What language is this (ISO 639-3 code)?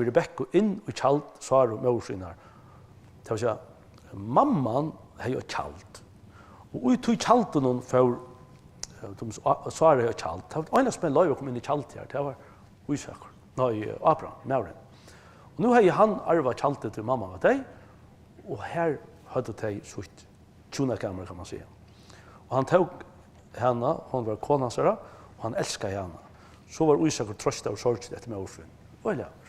fao